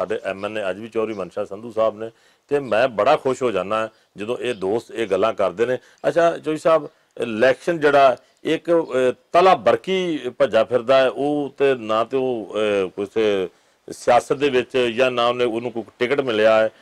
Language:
Western Panjabi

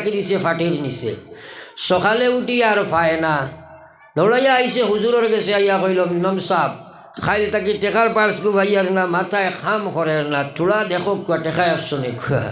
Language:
Sylheti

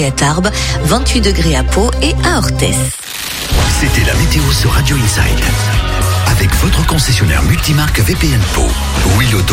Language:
French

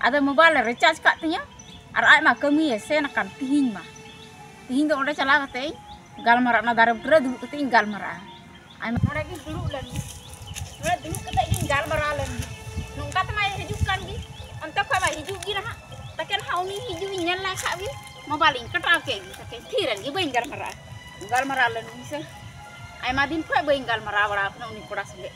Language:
Santali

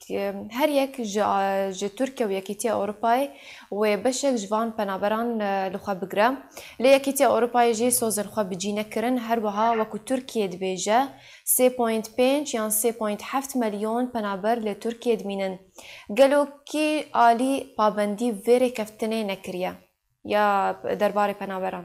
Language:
Kurdish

